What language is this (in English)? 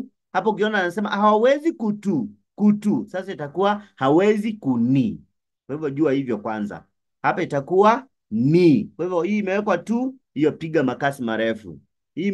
Swahili